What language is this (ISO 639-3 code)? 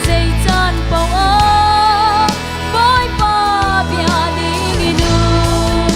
cnh